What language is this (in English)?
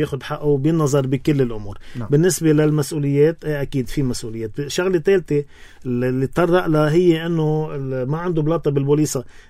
North Levantine Arabic